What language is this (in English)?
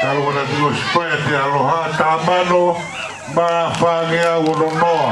Tongan